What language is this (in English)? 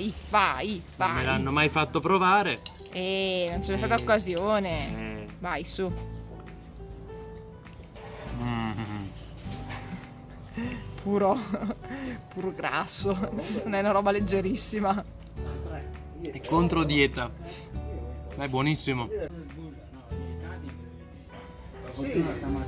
Italian